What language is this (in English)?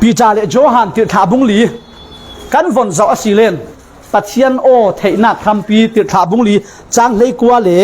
Falam Chin